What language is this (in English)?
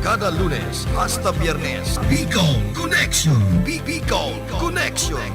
Bikol